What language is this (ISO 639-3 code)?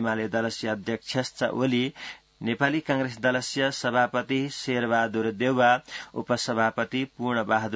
san